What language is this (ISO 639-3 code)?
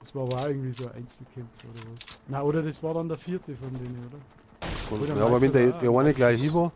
bar